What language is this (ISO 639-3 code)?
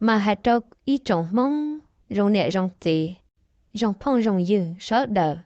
hmn